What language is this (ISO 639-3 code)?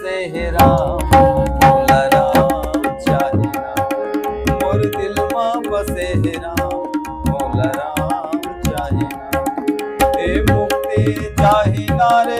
hne